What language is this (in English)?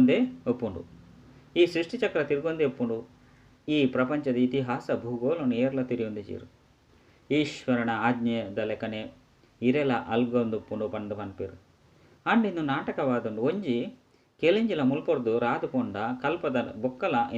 Tulu